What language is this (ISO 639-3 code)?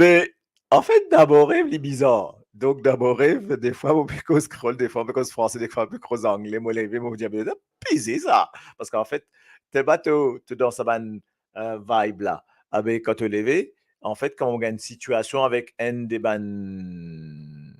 mfe